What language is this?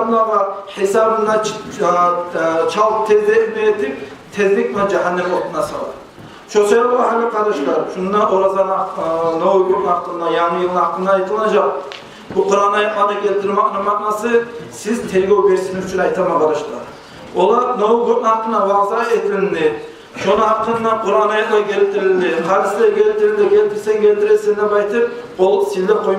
Kumyk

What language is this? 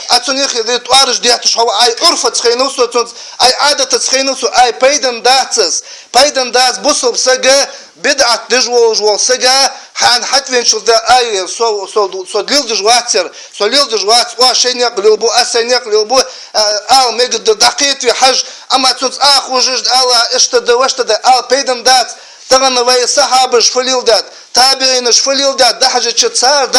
Ingush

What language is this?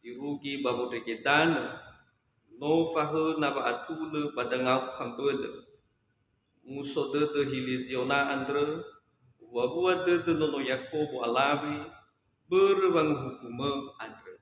Nias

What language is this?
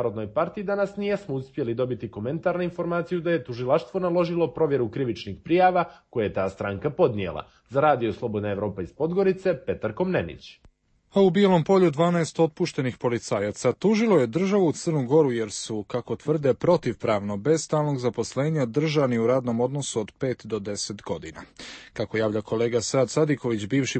Serbian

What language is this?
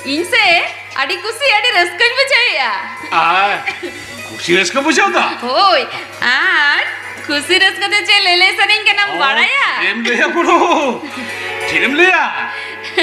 Santali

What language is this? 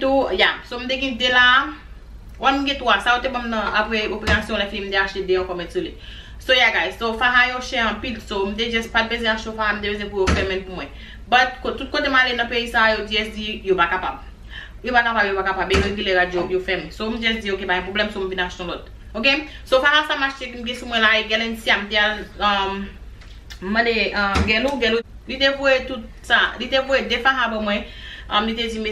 Haitian Creole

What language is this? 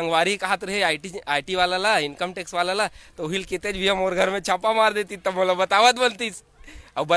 Chhattisgarhi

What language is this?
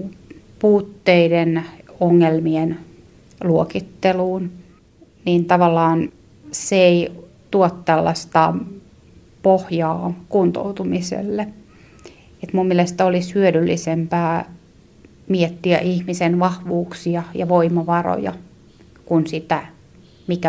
Finnish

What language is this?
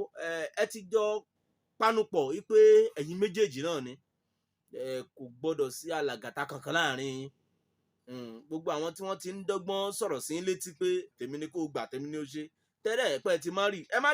Yoruba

